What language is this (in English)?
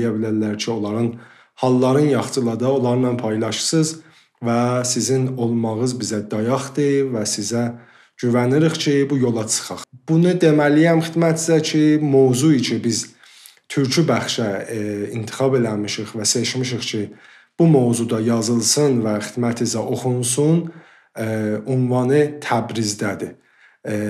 South Azerbaijani